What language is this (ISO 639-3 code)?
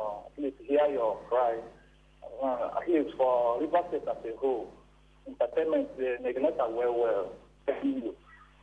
pcm